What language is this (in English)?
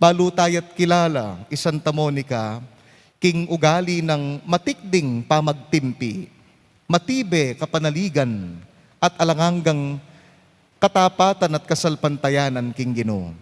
Pampanga